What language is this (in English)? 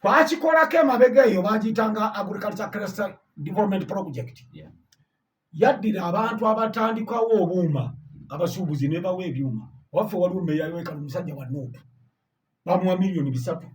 Ganda